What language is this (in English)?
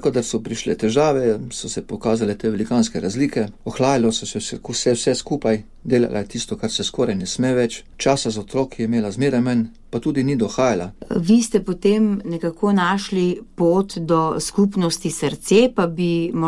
Slovenian